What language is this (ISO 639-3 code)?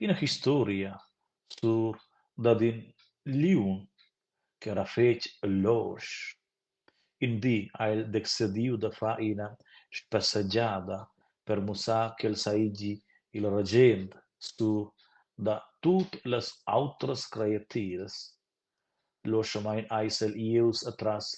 roh